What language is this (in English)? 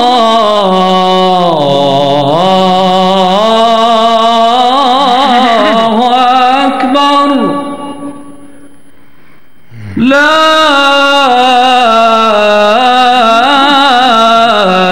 Arabic